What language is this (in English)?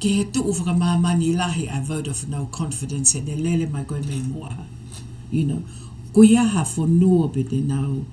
Tongan